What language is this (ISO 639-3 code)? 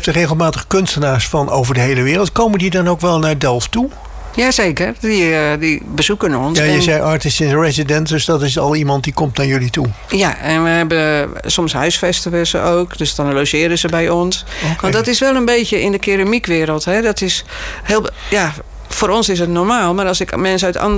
nld